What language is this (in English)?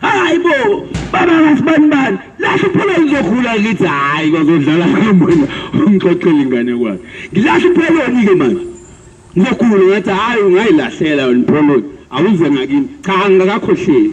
Zulu